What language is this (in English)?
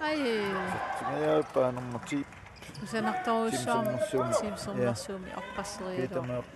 Kalaallisut